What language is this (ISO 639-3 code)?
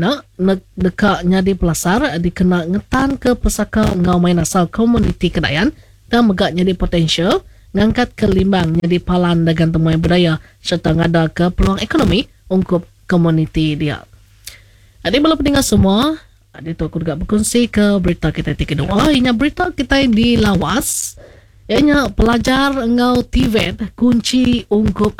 iba